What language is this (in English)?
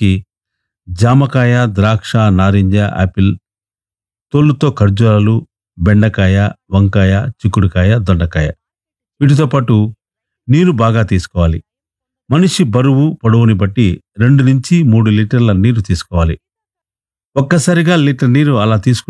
Telugu